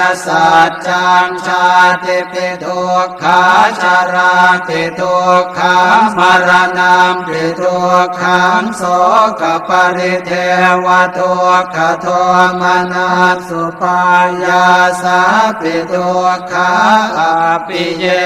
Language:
Pali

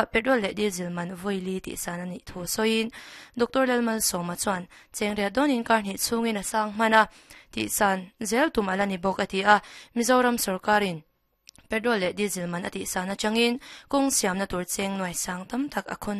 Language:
Mizo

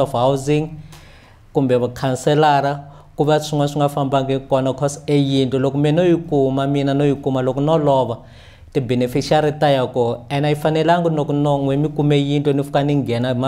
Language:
Tsonga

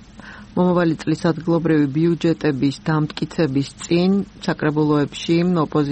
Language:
Georgian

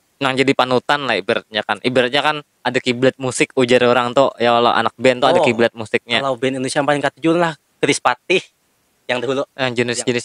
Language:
Banjar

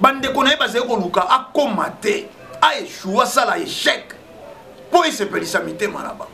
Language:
Lingala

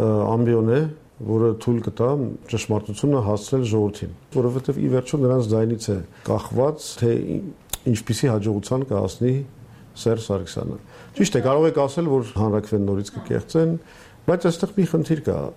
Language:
Armenian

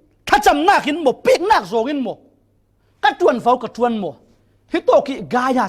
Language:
Falam Chin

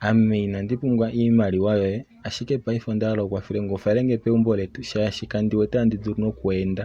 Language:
Kuanyama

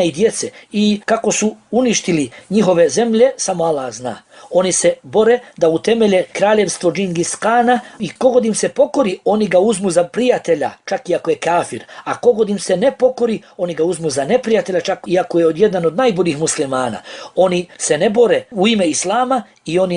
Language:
Bosnian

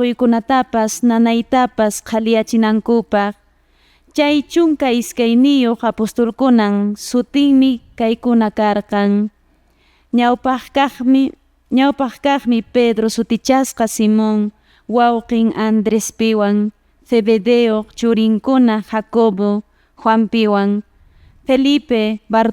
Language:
Quechua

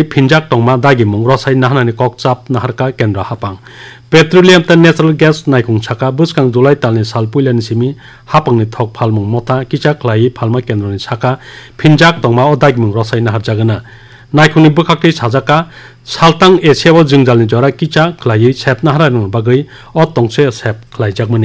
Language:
Kok Borok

